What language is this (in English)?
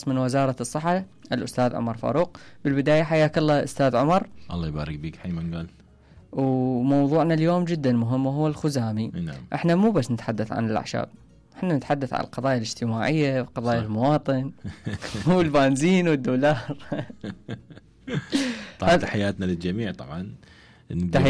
Mesopotamian Arabic